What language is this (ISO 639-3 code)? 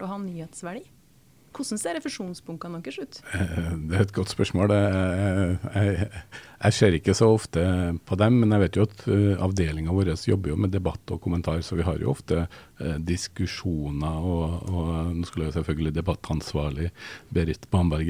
nor